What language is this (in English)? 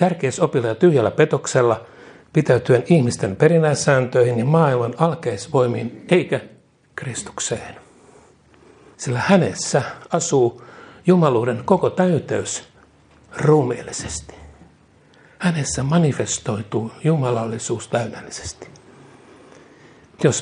Finnish